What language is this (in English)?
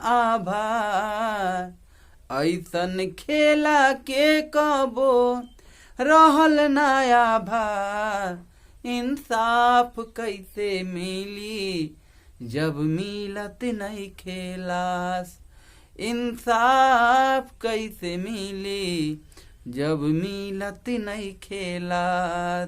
Bhojpuri